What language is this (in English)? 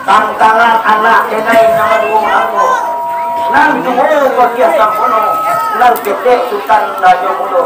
Minangkabau